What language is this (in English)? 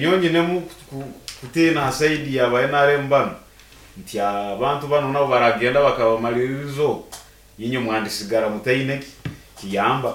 Nyankole